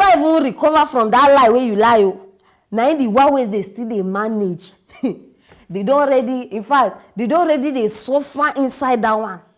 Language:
Nigerian Pidgin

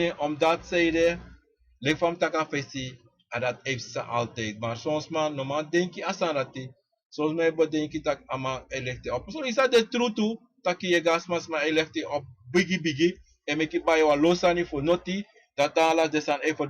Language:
Sranan Tongo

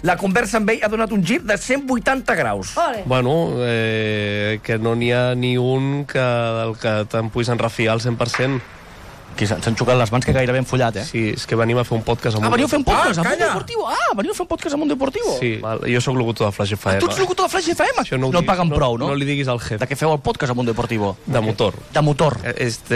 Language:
Catalan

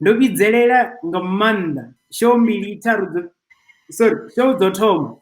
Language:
Venda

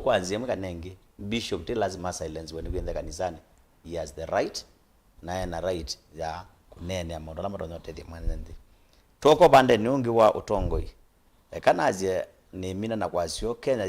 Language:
Kamba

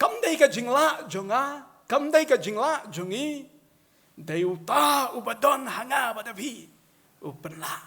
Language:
Khasi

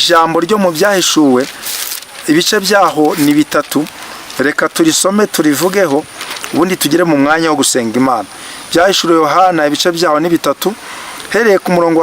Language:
Kinyarwanda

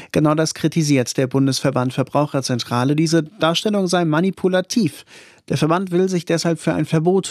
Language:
German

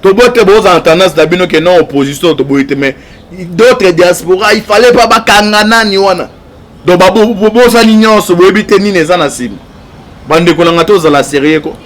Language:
Lingala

